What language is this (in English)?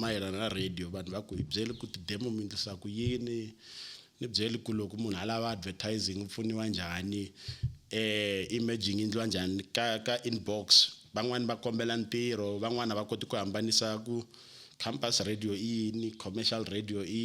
Tsonga